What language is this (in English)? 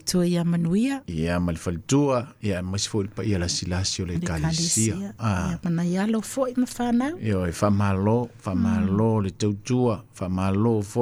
Samoan